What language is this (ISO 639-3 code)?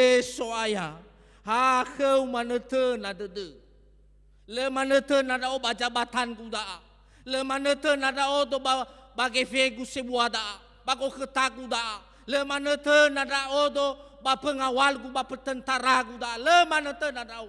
nia